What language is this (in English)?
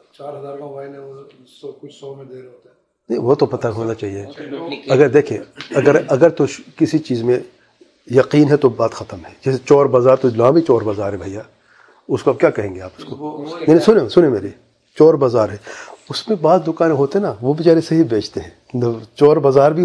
Urdu